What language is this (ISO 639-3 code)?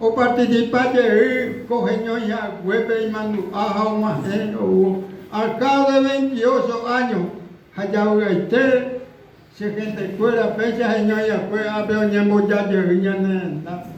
grn